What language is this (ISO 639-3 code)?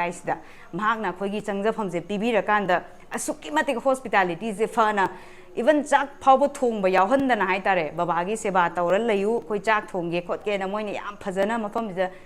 mni